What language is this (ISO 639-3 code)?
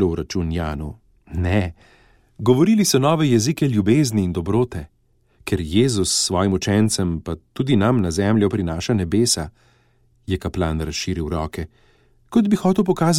slv